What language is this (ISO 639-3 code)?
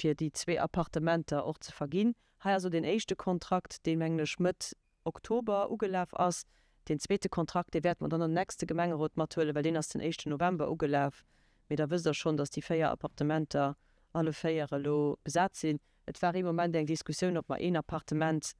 ltz